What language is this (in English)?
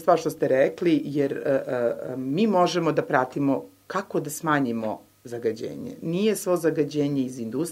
Serbian